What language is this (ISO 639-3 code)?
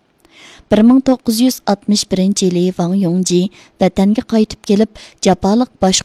uig